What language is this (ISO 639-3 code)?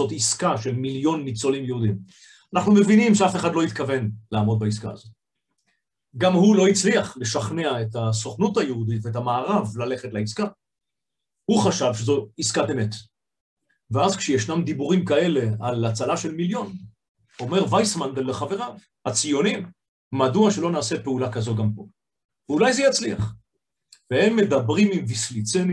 heb